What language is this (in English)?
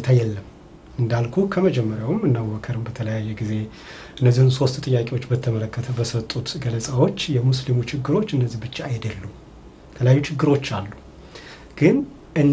Amharic